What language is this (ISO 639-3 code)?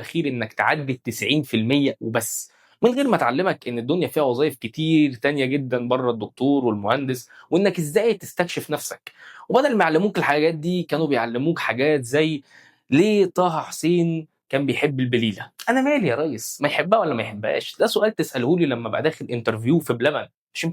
arz